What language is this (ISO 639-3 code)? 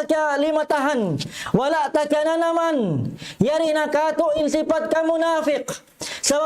tsg